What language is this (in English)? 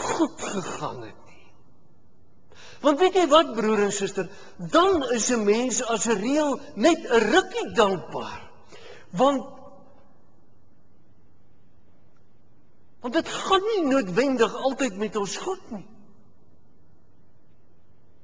Afrikaans